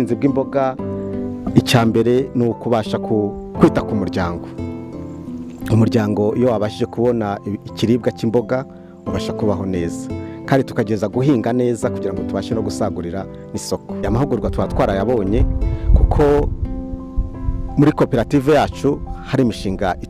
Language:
Kinyarwanda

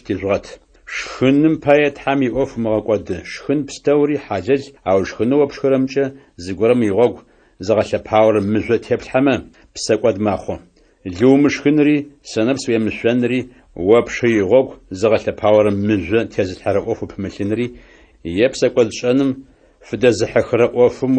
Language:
Adyghe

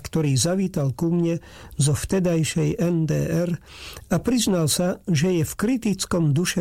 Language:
Slovak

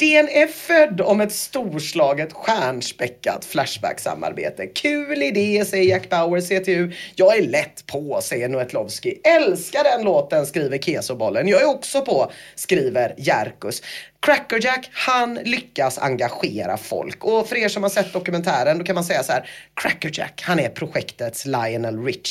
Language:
Swedish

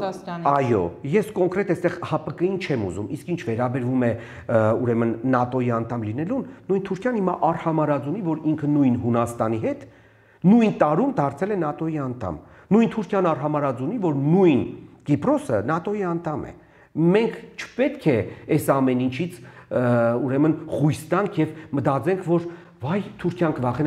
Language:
Armenian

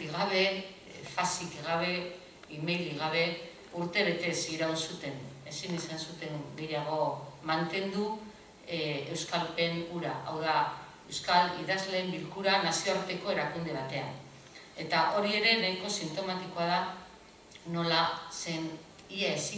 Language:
Basque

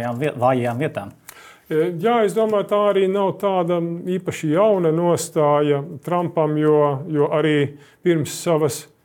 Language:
Latvian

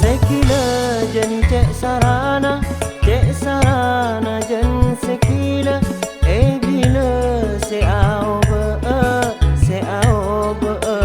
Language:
Madurese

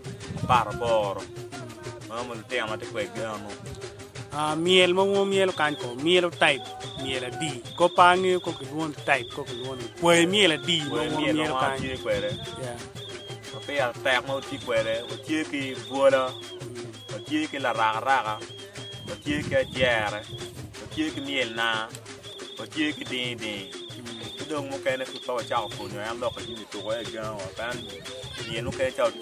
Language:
Acoli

